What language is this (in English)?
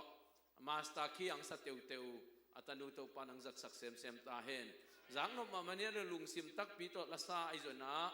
Tedim Chin